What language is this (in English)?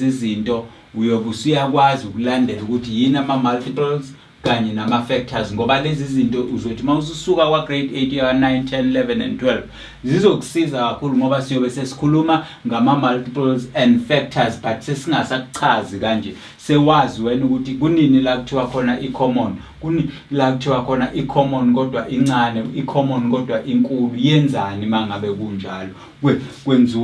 Zulu